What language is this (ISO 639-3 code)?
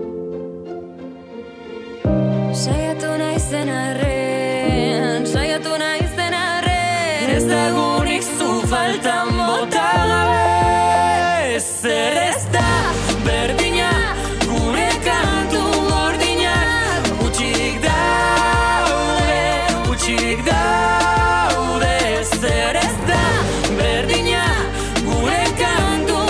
eus